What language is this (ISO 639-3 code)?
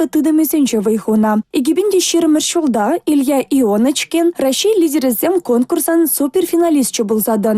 chv